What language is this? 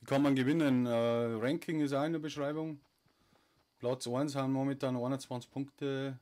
Bavarian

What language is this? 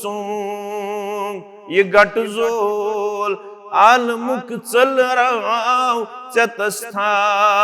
Kashmiri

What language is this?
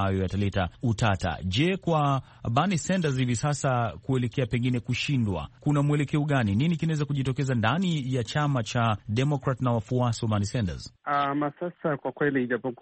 Swahili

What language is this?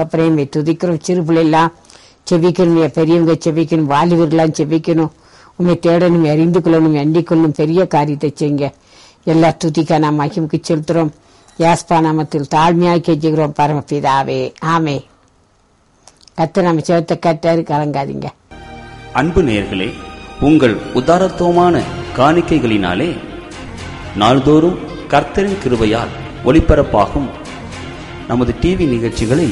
Tamil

